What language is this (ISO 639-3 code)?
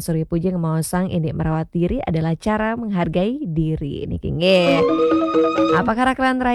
ban